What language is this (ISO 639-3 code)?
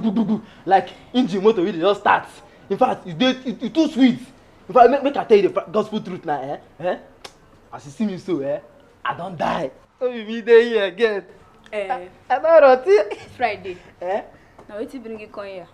pcm